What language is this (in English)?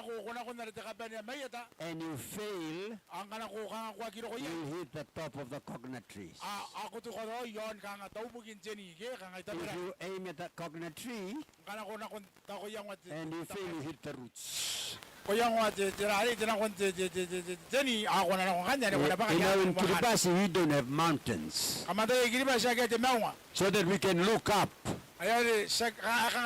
Gilbertese